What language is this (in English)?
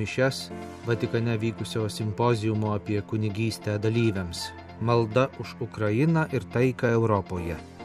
Lithuanian